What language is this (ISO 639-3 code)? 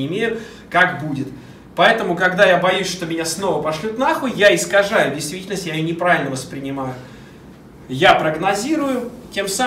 rus